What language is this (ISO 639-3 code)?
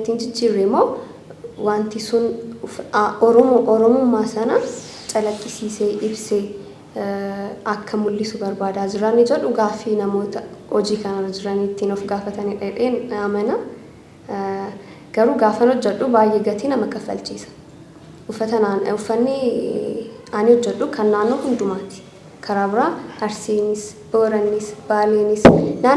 orm